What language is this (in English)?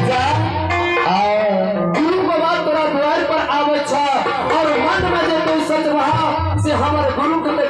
Maithili